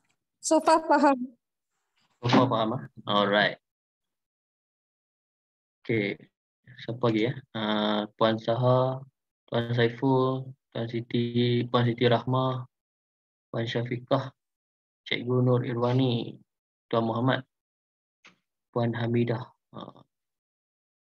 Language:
Malay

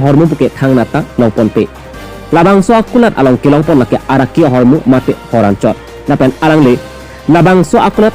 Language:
Karbi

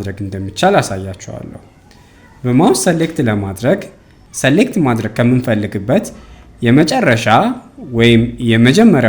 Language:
Amharic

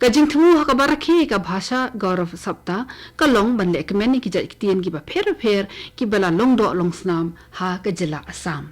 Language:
Khasi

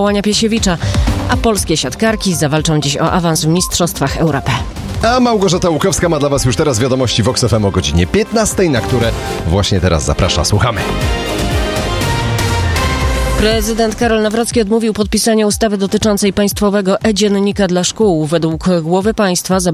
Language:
Polish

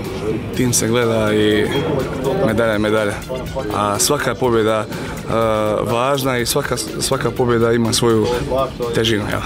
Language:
Croatian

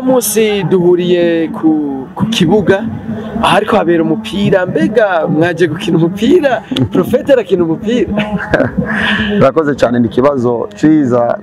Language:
Rundi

